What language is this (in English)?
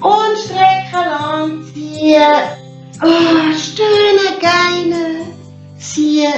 Swiss German